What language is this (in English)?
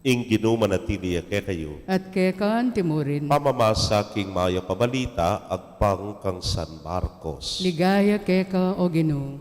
Pampanga